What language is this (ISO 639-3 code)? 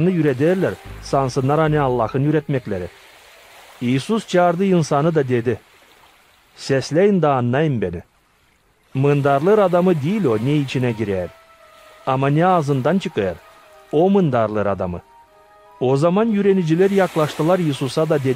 gag